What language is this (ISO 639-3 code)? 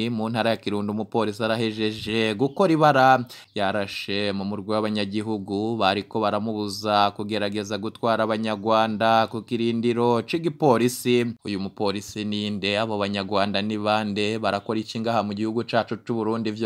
run